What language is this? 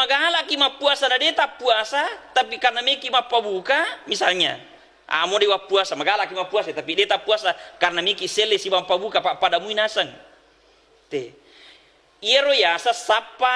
Buginese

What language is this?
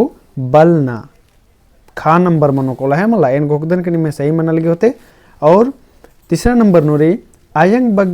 Kurukh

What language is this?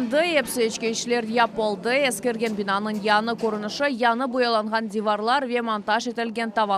Crimean Tatar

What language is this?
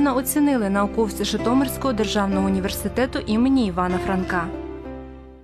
Ukrainian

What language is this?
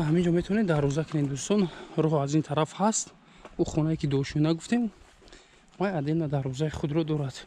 Tajik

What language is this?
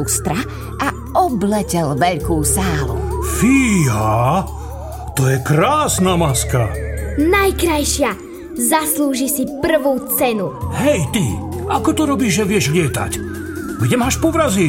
Slovak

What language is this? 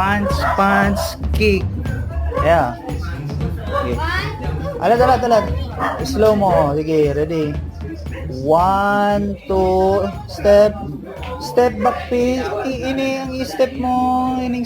Bikol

